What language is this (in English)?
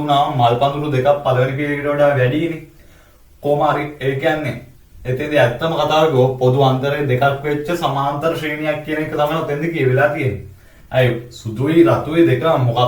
Sinhala